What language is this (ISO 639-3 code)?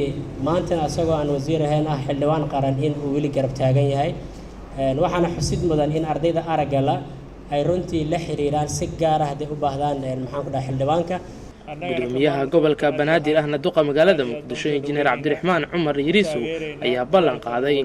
som